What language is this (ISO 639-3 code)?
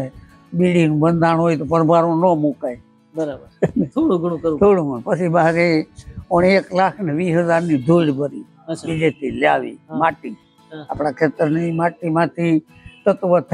guj